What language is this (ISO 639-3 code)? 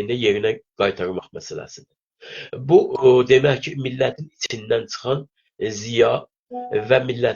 azb